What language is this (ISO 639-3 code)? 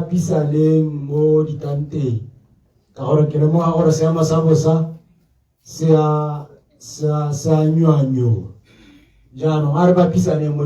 tsn